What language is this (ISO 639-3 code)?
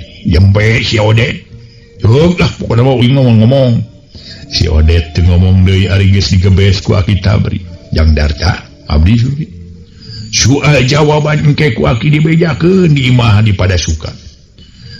sun